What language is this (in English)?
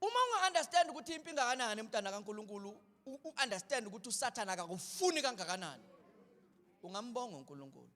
Zulu